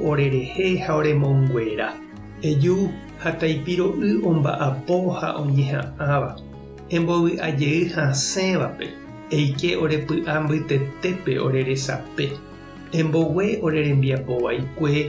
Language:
Guarani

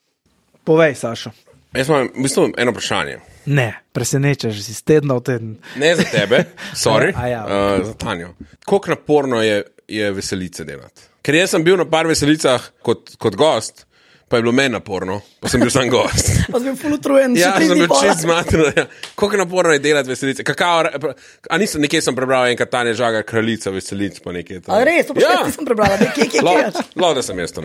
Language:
Slovenian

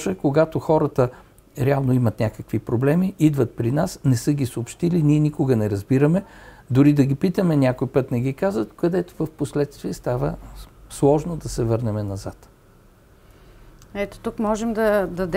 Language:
Bulgarian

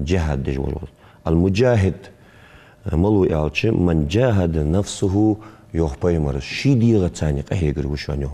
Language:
Ingush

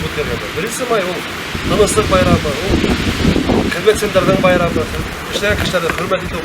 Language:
Bashkir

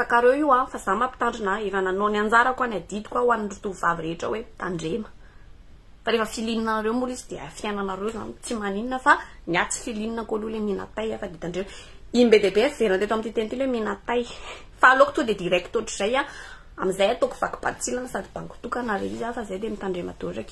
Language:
Malagasy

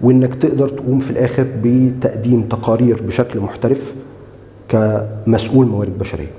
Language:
Egyptian Arabic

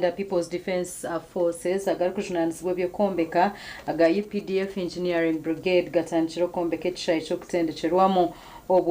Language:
Nyankole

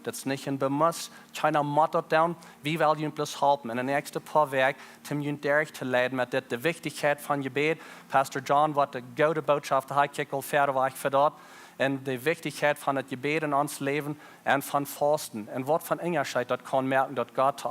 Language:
Plautdietsch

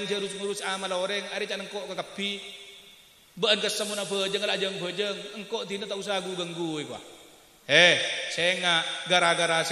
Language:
Madurese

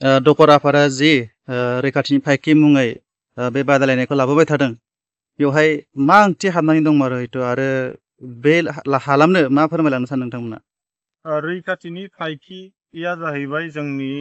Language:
Bodo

